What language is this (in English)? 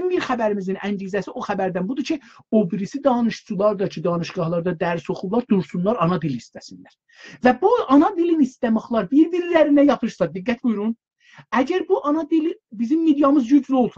South Azerbaijani